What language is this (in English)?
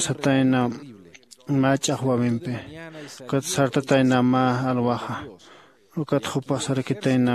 Aymara